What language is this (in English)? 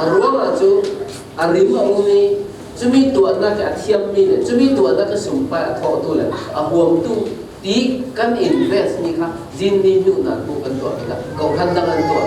Falam Chin